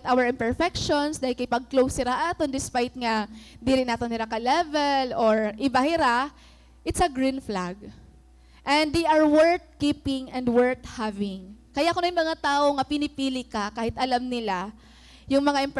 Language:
Waray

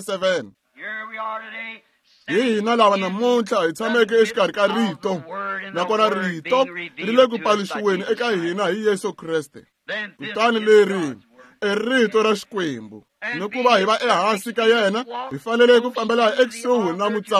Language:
Tsonga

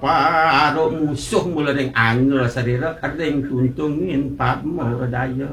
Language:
Balinese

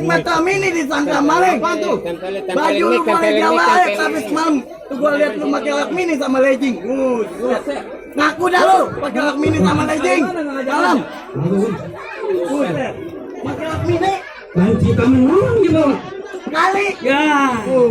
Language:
Betawi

